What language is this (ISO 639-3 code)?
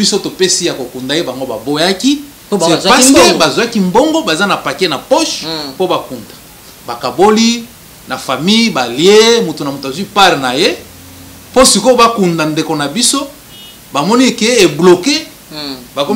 lin